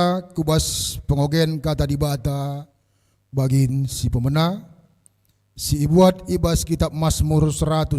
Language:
Batak Karo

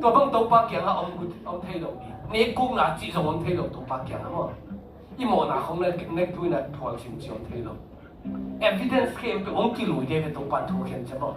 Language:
Tedim Chin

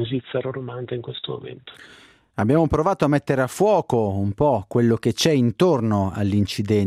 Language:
Italian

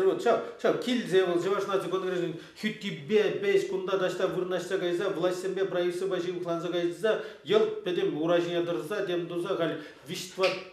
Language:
Chuvash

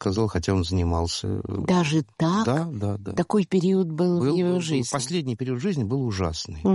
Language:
Russian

